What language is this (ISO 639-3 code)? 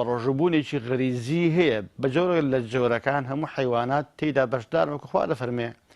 ckb